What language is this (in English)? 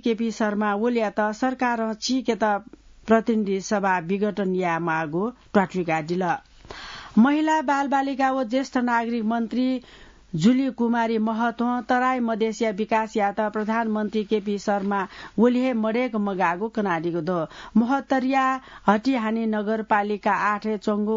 Newari